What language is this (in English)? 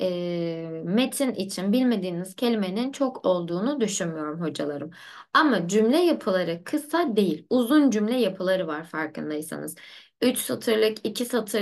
Turkish